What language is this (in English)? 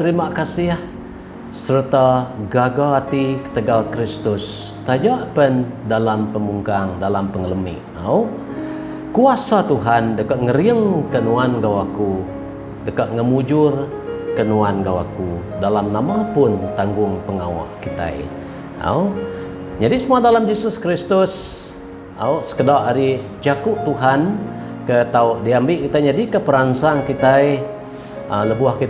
Iban